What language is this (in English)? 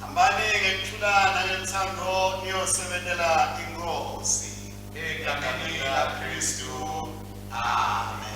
Swati